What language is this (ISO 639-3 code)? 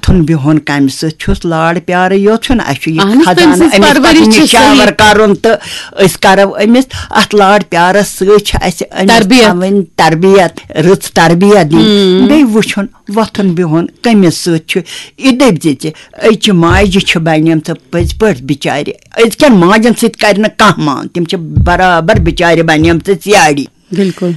kas